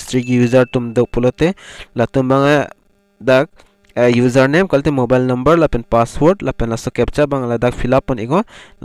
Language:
Karbi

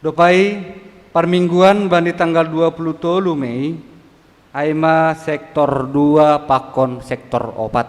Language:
Batak Simalungun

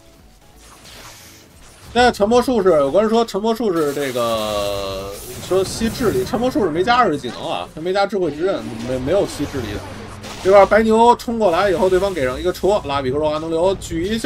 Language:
Chinese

